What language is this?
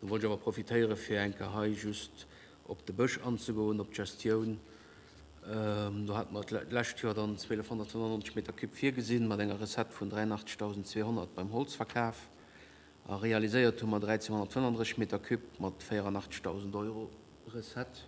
Luxembourgish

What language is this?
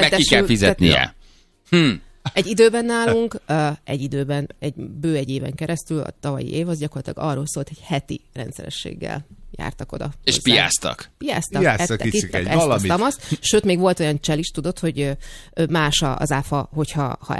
Hungarian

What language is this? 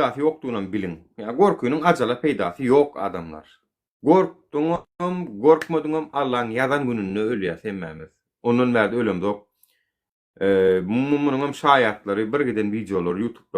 Turkmen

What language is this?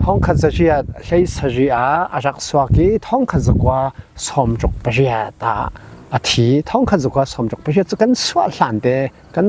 Falam Chin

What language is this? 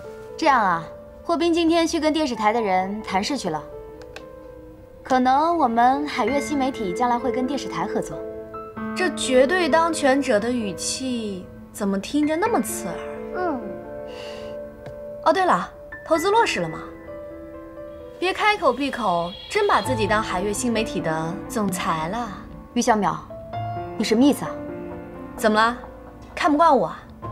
Chinese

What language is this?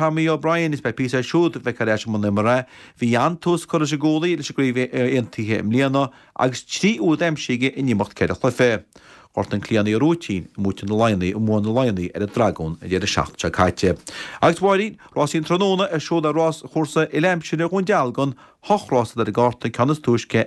Irish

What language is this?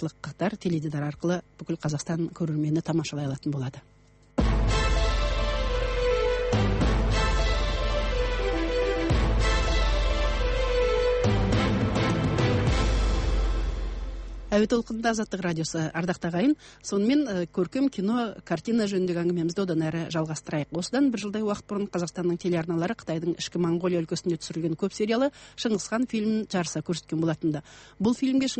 Kazakh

